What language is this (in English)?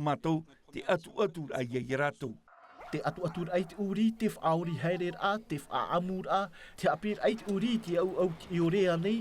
Tahitian